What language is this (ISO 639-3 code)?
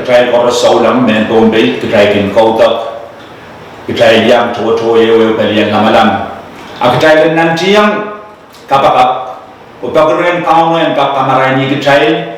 pon